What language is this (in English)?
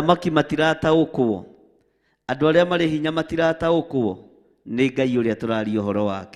Kikuyu